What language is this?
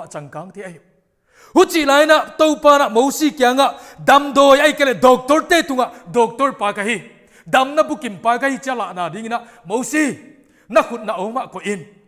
Paite Chin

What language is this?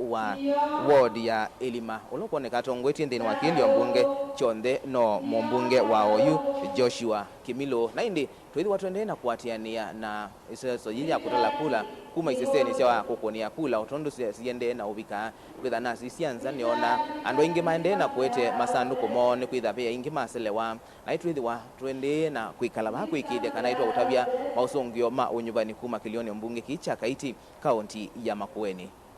Kamba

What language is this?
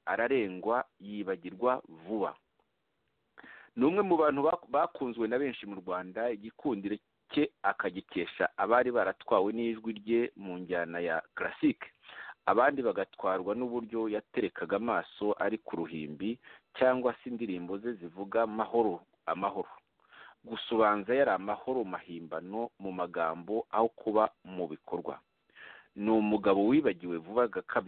Kinyarwanda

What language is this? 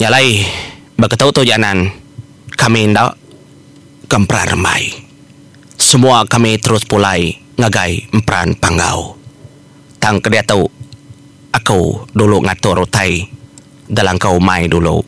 Iban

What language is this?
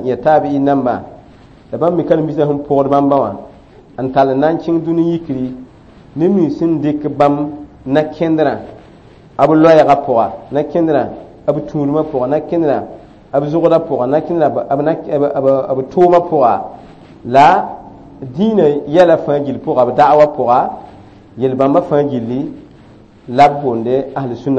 Mossi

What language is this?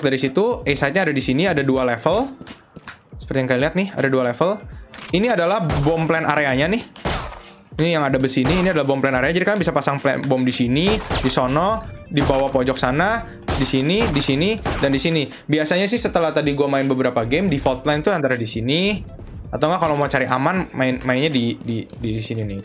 Indonesian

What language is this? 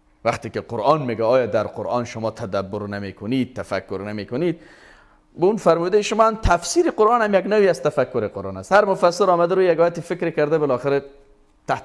Persian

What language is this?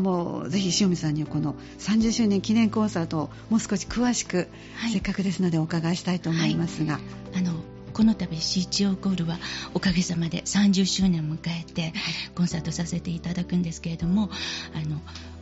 Japanese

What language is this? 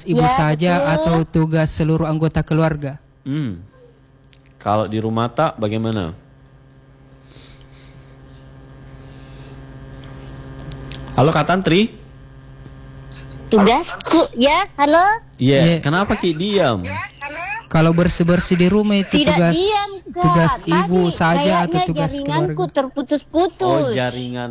Indonesian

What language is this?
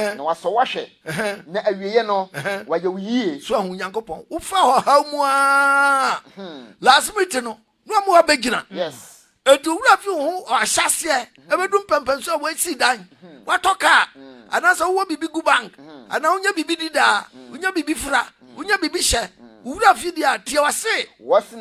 Akan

